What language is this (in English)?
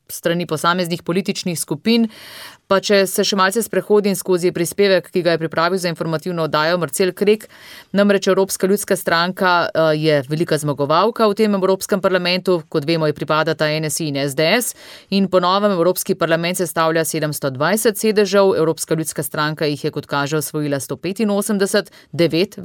Slovenian